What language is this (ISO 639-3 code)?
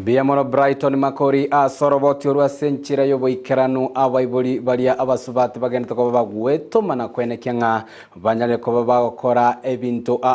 guz